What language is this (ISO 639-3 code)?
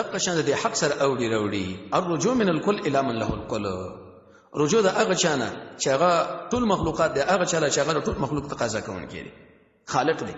pus